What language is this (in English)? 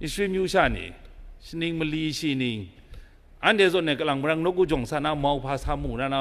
Kachin